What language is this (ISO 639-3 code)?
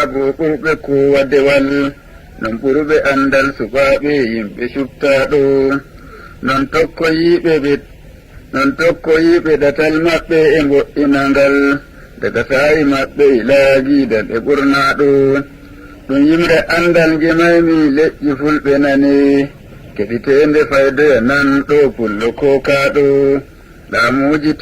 fuv